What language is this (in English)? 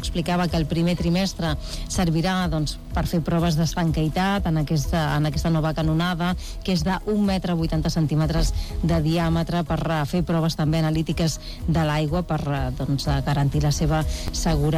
Catalan